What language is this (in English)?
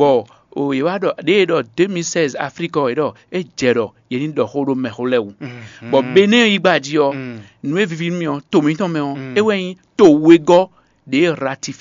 Fon